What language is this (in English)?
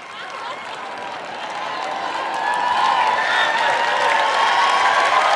Konkani